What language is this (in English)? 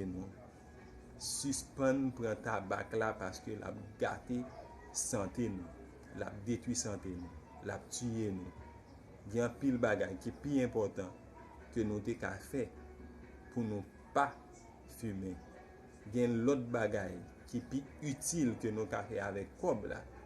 Haitian Creole